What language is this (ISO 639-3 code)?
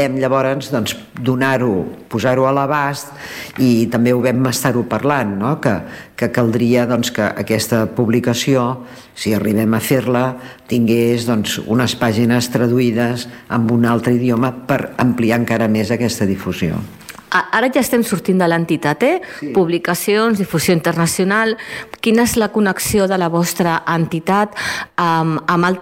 cat